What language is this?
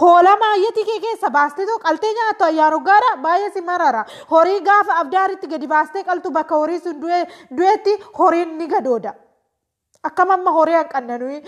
Oromo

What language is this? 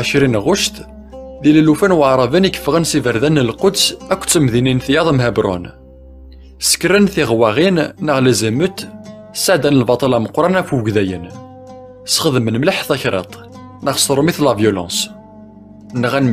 Kabyle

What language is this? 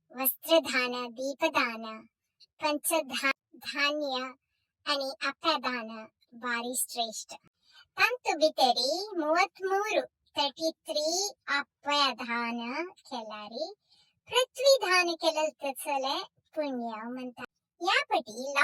Konkani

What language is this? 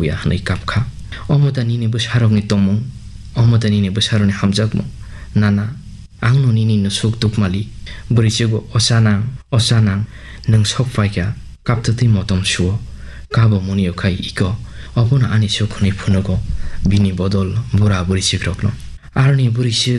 Kok Borok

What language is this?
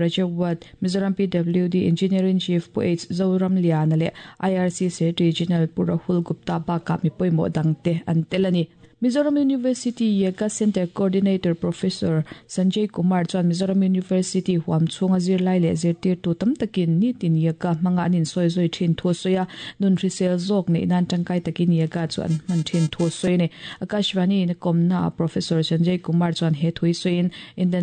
Mizo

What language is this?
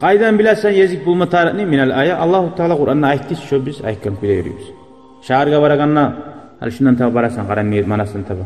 Kumyk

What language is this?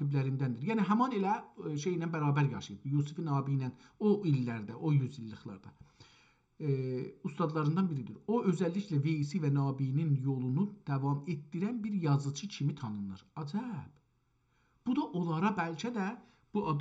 South Azerbaijani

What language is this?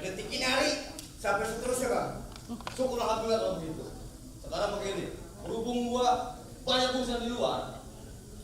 Betawi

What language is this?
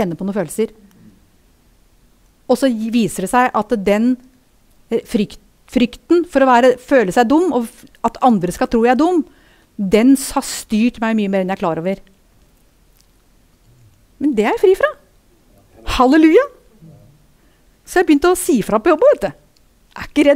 Norwegian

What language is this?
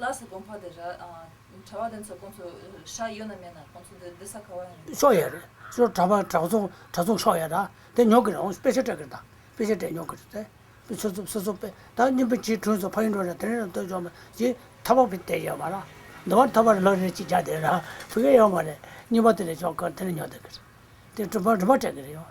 Tibetan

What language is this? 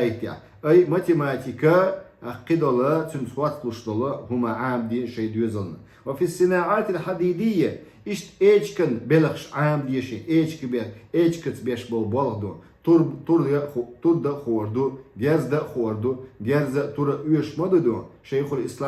Chechen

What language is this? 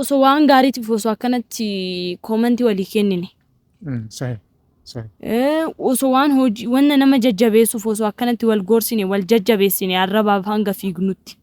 Oromo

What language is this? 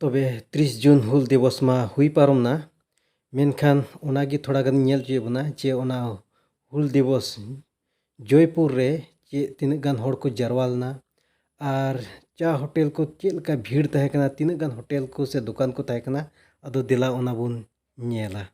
Santali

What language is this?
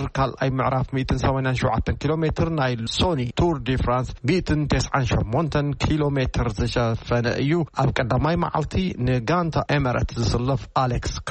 Tigrinya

